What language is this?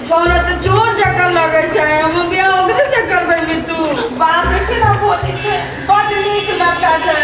Maithili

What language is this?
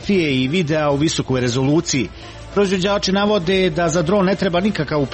Croatian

